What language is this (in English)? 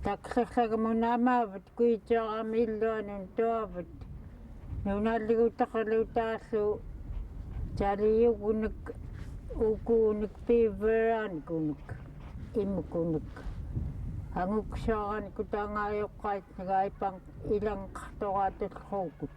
Central Yupik